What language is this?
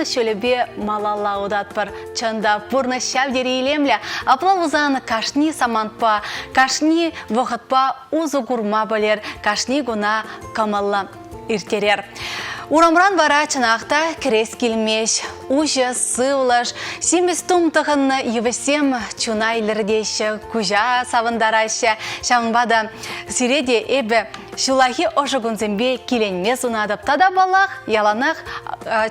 Chuvash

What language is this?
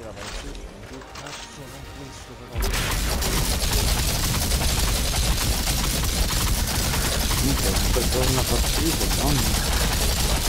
Italian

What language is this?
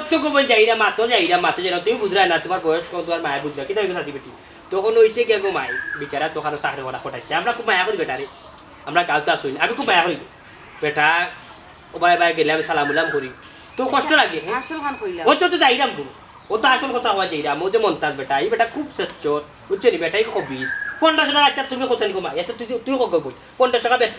Sylheti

